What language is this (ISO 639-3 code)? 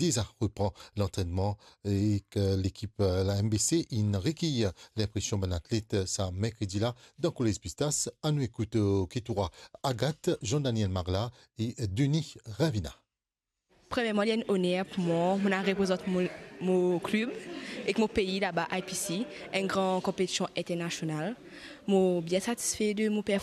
mfe